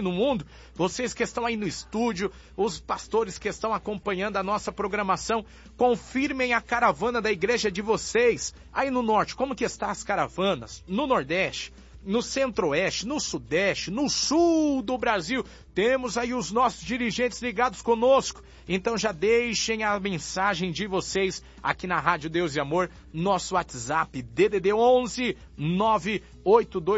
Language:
Portuguese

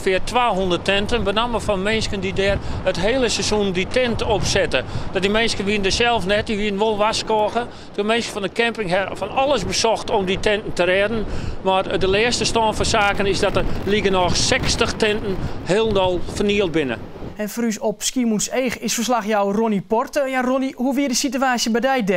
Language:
Western Frisian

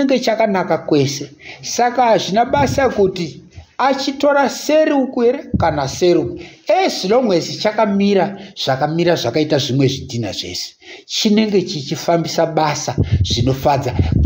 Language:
Shona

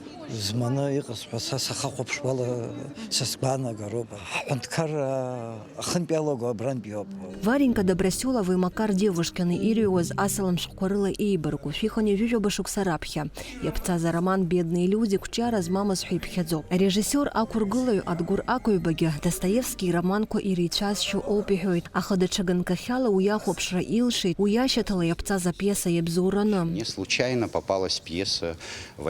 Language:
Abkhazian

